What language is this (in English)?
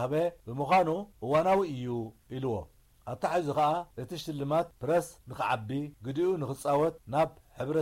Tigrinya